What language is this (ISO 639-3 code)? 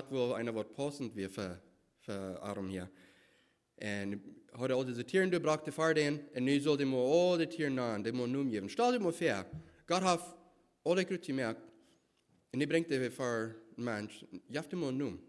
pdt